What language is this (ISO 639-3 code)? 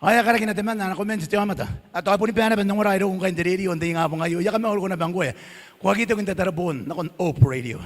gil